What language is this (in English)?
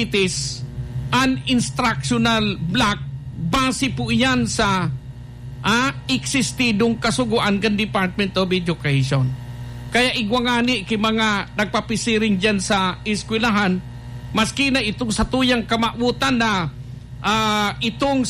Bikol